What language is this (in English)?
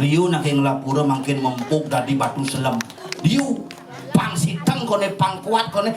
Balinese